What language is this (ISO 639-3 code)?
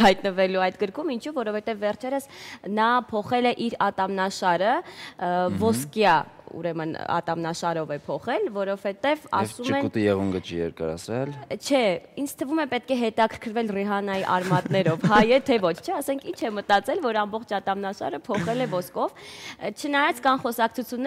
hye